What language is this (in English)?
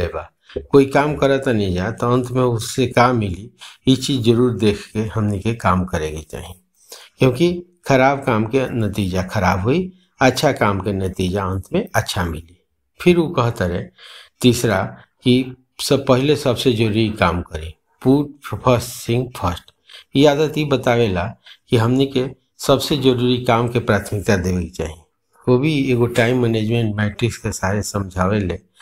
Bhojpuri